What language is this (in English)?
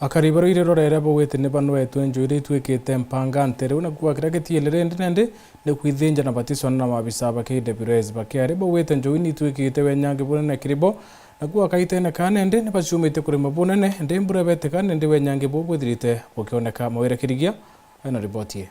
Meru